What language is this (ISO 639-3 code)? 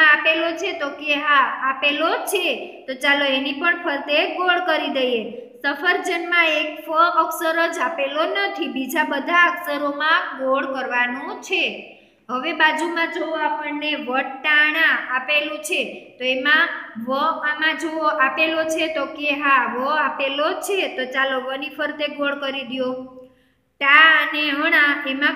guj